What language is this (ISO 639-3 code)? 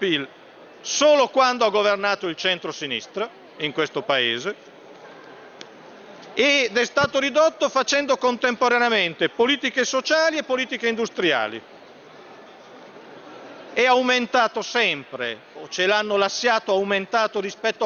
ita